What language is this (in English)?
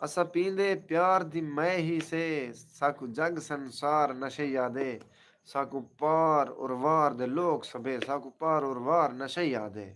Saraiki